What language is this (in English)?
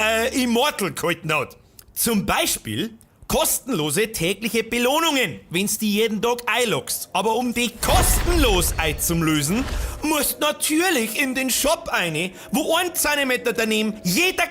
Bavarian